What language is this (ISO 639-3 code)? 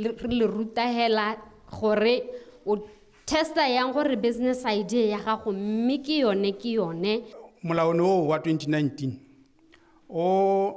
tsn